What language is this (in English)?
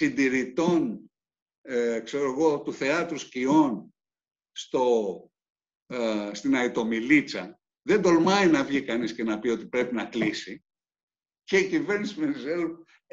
Greek